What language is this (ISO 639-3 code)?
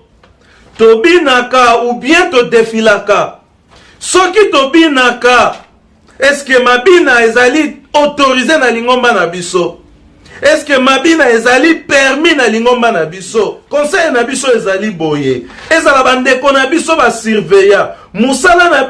lin